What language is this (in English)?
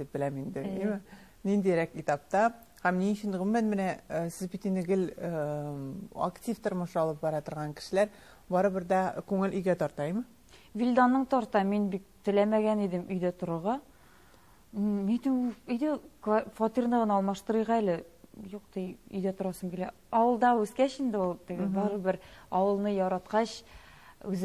Tatar